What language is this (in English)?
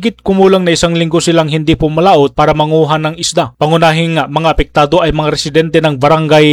Filipino